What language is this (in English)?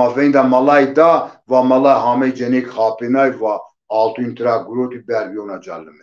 Zaza